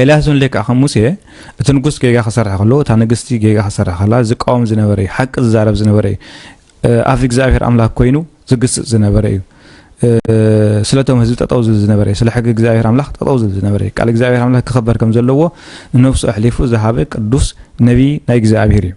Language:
Tigrinya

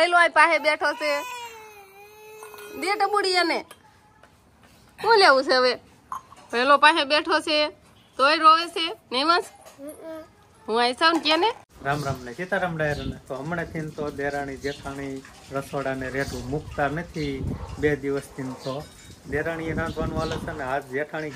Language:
Gujarati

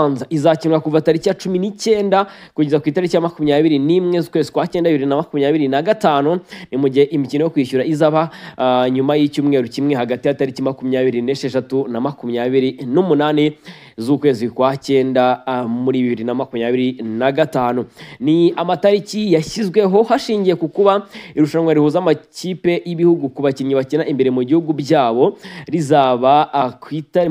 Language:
Kinyarwanda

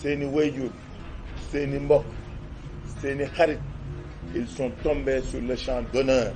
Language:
Wolof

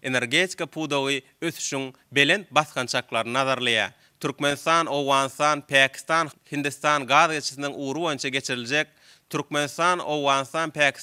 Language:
Turkmen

